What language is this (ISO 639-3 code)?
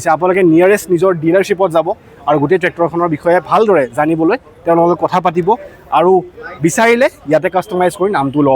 asm